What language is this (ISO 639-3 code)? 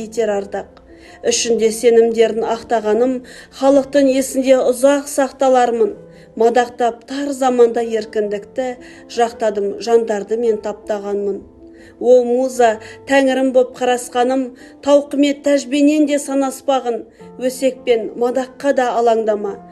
kaz